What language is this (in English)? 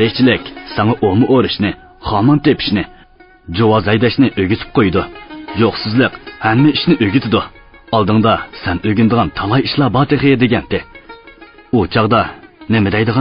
Uyghur